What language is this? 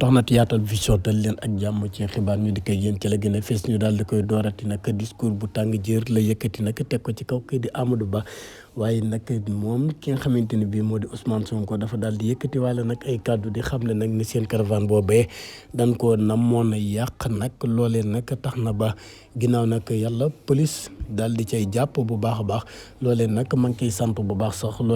Wolof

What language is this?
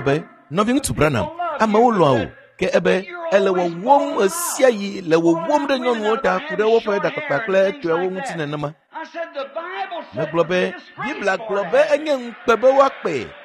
Ewe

